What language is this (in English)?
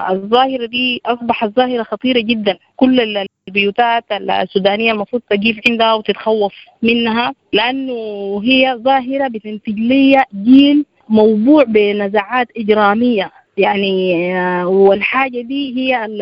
Sudanese Arabic